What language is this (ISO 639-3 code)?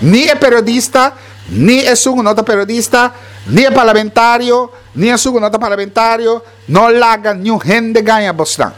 pap